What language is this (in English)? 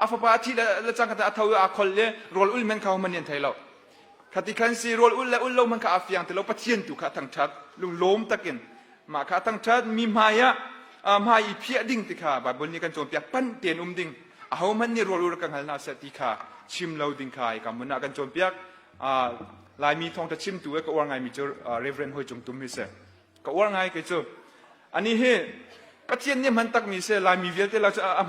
Hakha Chin